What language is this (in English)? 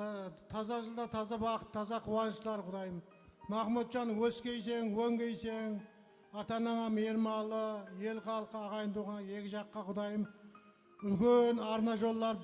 Kara-Kalpak